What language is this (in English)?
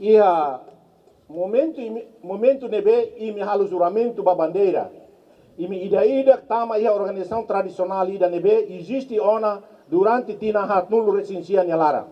Tetum